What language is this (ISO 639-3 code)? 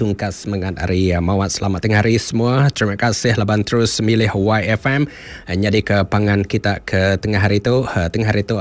iba